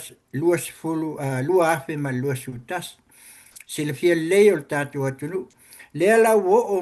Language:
Samoan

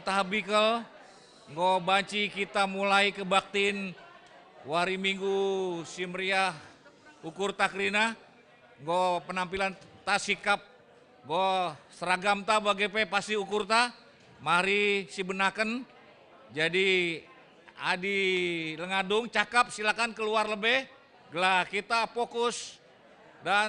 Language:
Batak Karo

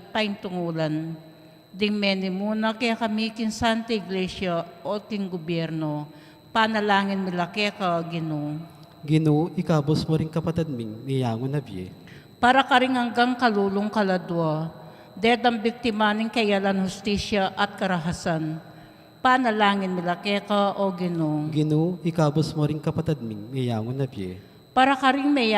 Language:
Pampanga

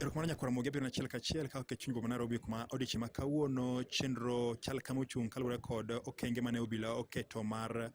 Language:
Luo (Kenya and Tanzania)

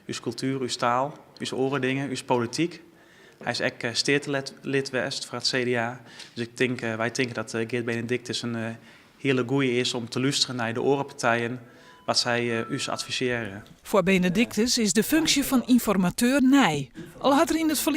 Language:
Western Frisian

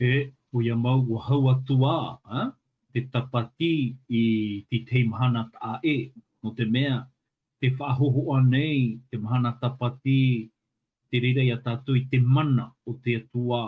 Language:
Tahitian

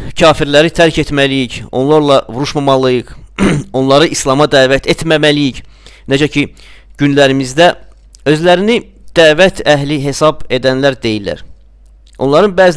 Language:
Azerbaijani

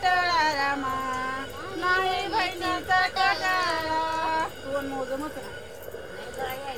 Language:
Marathi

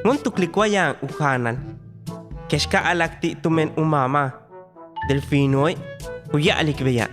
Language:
Yucateco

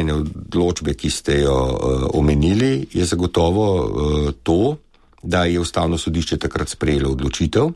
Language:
Slovenian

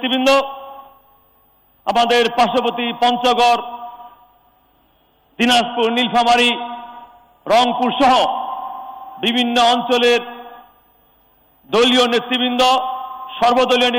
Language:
Bangla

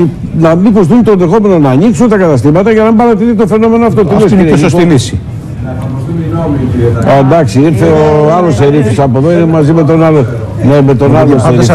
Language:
Greek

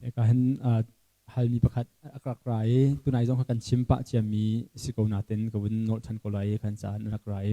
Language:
Hakha Chin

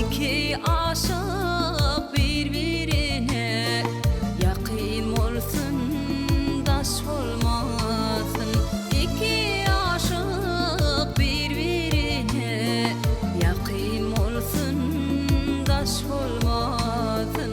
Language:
Turkmen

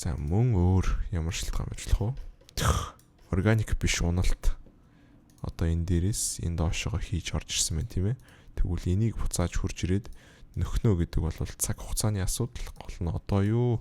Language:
Mongolian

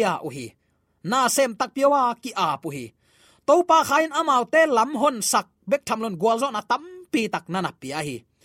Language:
Tedim Chin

